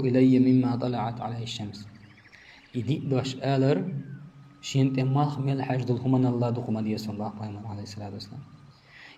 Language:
Chechen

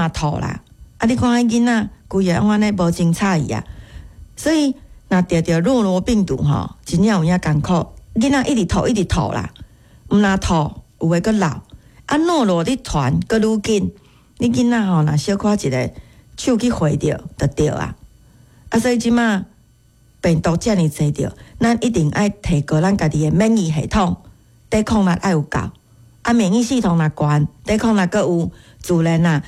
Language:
Min Nan Chinese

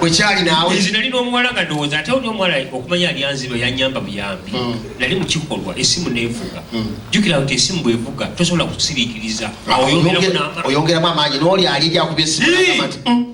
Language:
Ganda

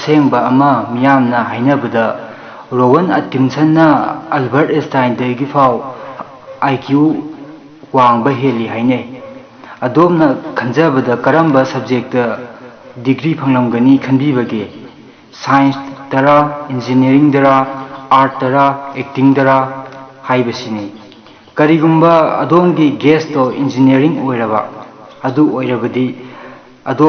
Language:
Manipuri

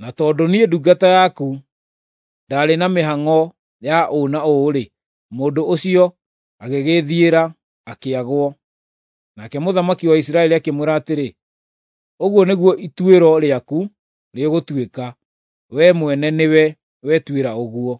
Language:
Kikuyu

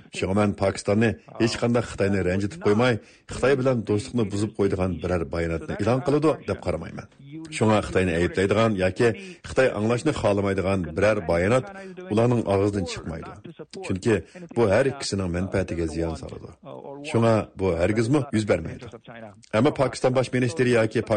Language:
Uyghur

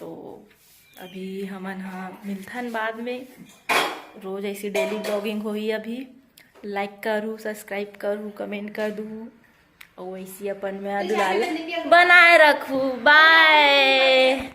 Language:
Chhattisgarhi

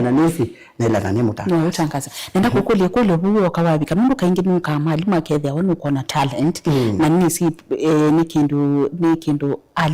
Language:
Kamba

